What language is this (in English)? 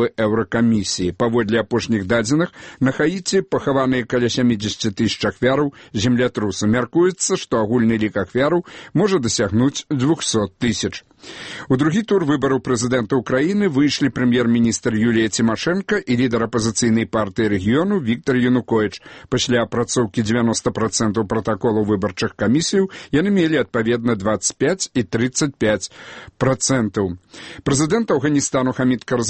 Belarusian